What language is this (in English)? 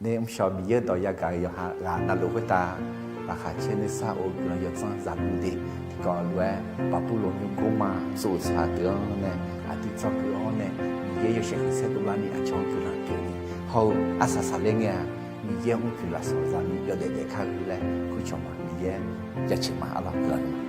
Akha